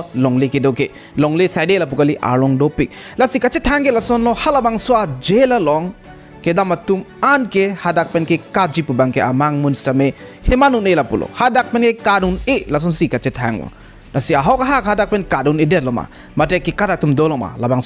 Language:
Karbi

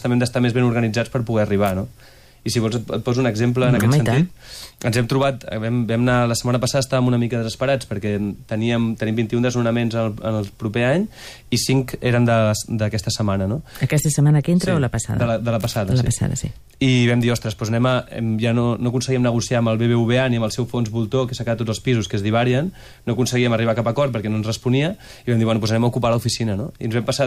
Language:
Catalan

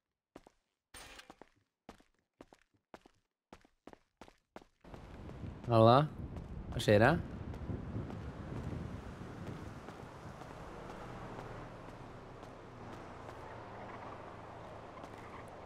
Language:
Norwegian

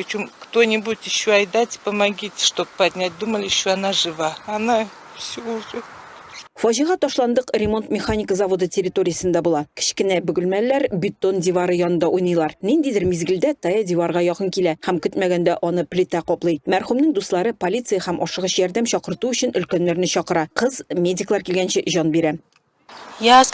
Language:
Tatar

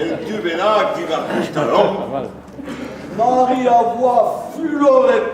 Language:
Breton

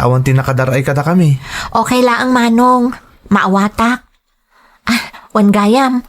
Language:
Iloko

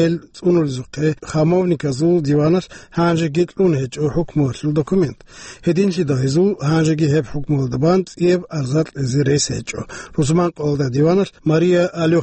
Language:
Avaric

